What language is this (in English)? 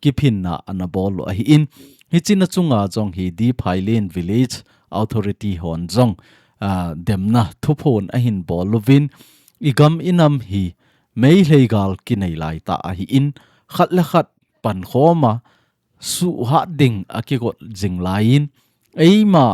Thado Chin